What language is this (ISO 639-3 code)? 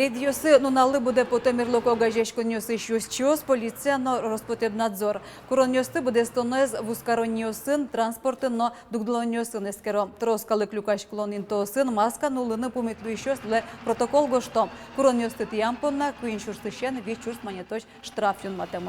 udm